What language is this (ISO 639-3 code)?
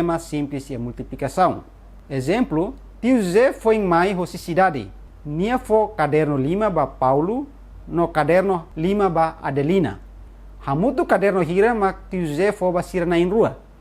tet